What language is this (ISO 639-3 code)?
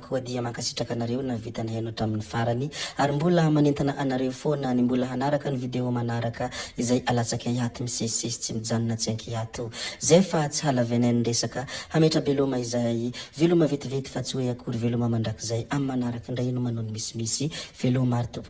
mlg